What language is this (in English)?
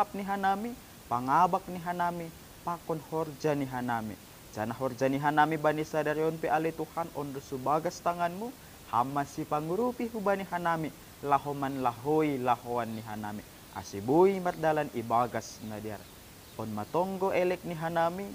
Batak Simalungun